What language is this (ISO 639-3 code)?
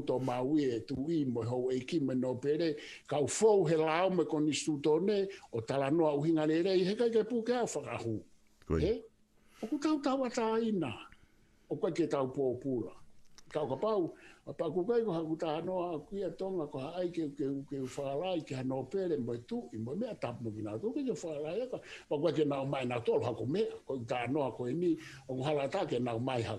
ton